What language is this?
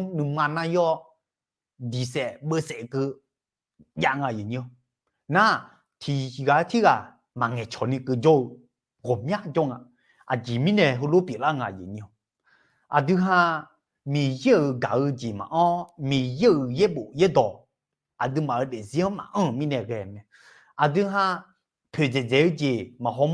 Akha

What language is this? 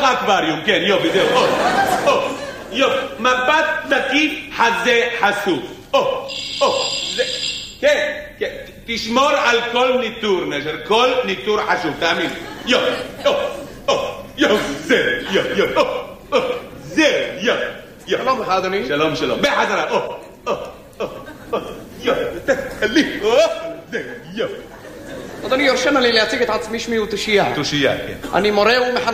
Hebrew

